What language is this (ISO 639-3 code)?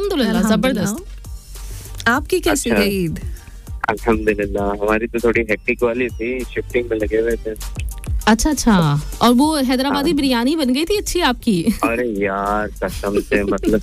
hin